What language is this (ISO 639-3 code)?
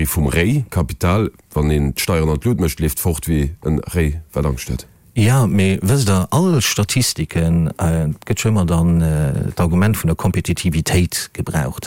ltz